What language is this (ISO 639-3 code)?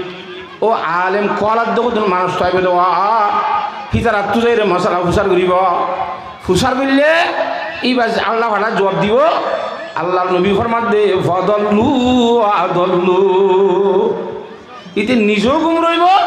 rhg